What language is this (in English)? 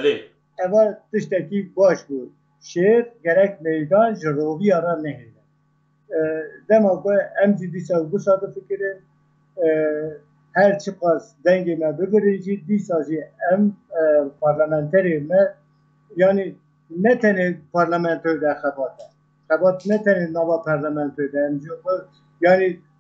Kurdish